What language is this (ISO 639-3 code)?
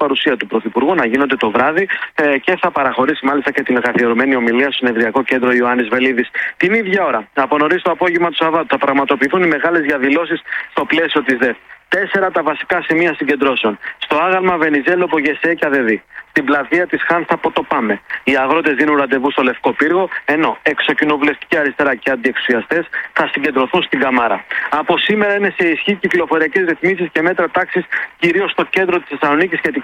ell